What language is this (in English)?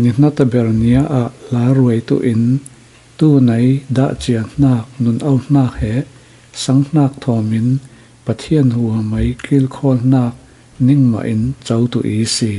Falam Chin